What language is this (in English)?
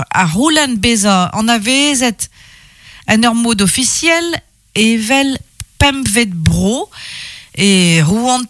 Breton